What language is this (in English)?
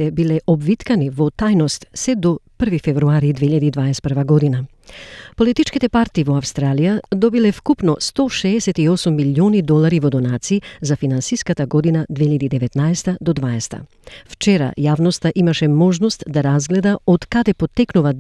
Macedonian